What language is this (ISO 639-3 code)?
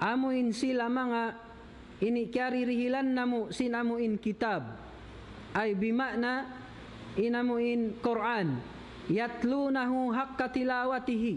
tsg